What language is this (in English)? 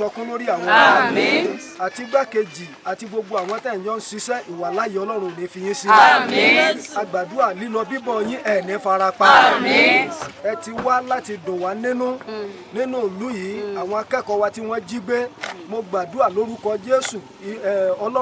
Yoruba